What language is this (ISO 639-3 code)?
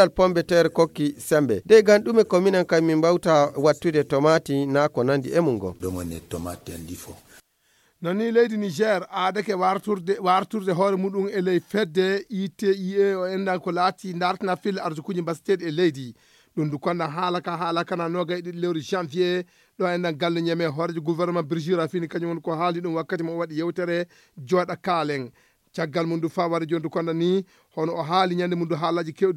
ful